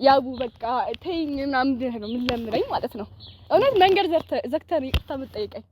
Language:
Amharic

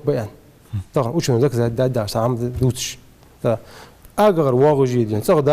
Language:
Ingush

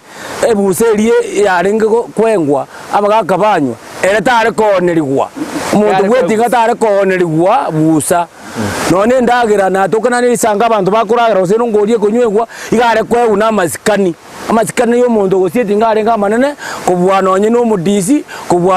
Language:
Gusii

